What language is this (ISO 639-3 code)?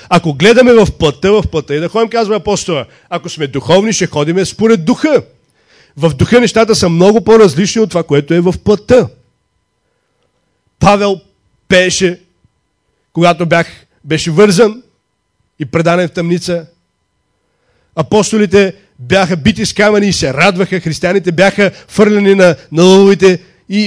bul